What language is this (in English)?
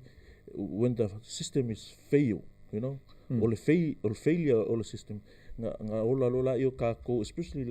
Samoan